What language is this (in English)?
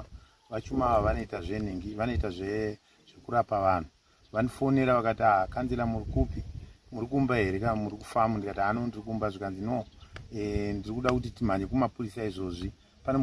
Shona